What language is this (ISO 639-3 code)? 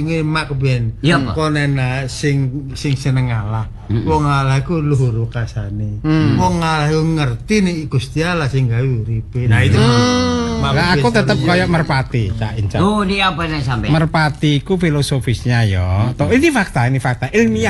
jav